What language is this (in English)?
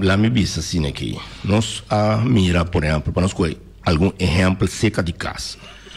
Portuguese